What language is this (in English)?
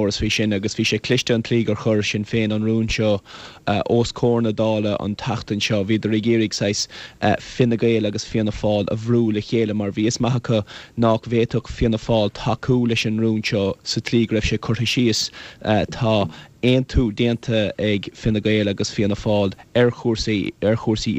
Irish